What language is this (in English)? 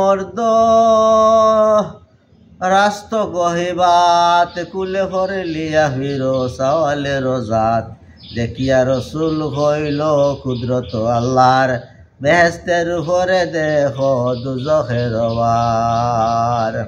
Sylheti